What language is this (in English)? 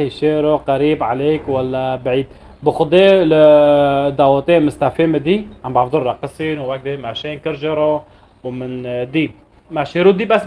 North Levantine Arabic